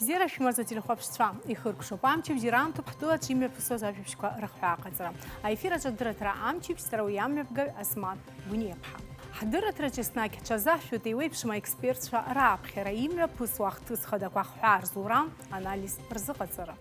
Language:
Abkhazian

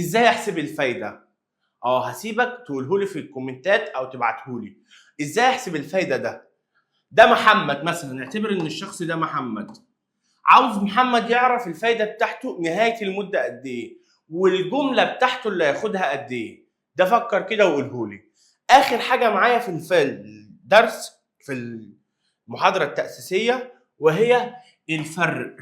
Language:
Egyptian Arabic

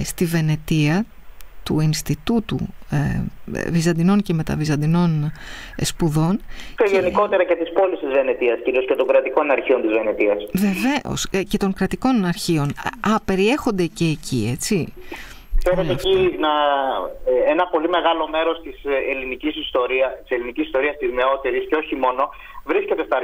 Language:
Greek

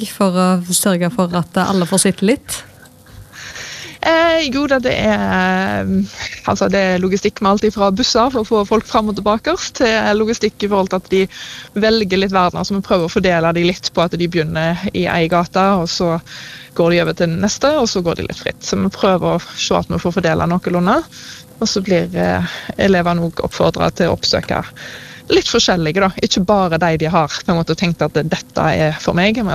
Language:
Norwegian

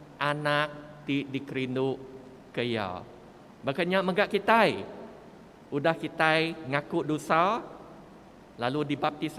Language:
Iban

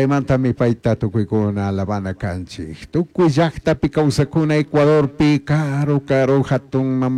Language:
Chimborazo Highland Quichua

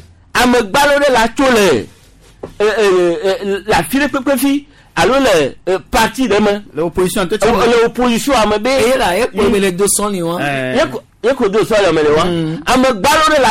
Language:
Gen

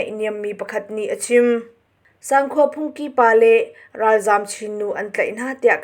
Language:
Hakha Chin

